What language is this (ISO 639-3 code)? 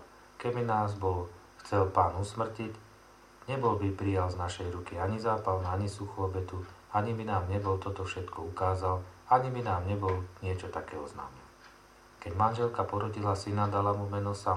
slk